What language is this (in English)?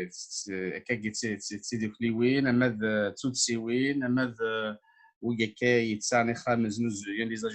Kabyle